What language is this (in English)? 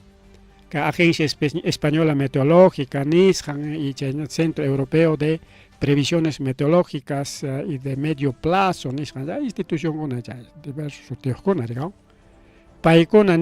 Ayacucho Quechua